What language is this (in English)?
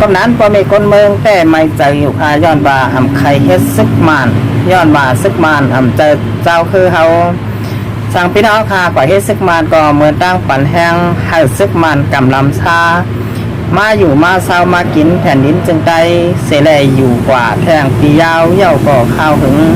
Shan